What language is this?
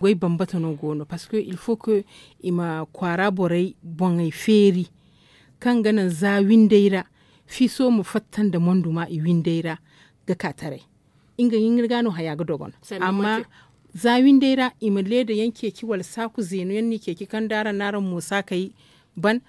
Zarma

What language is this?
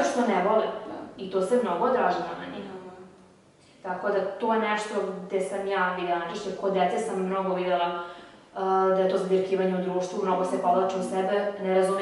Serbian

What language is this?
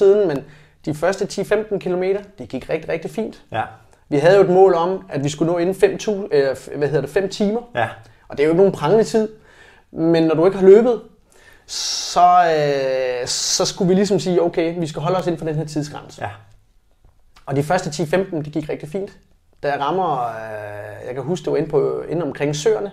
Danish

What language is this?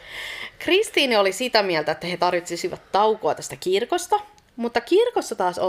Finnish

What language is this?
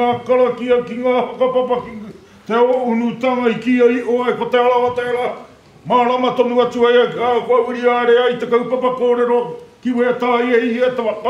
Māori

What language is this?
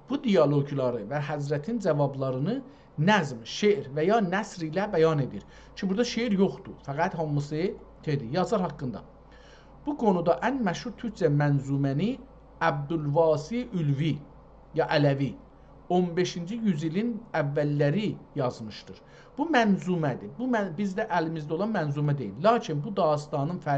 South Azerbaijani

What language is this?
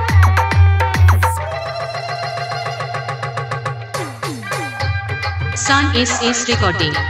Bhojpuri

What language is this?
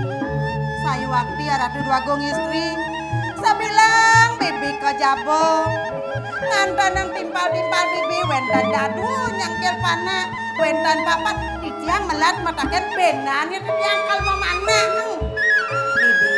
Balinese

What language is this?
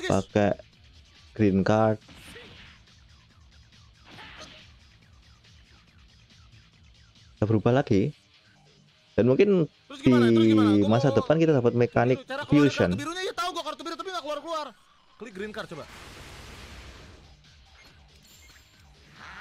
Indonesian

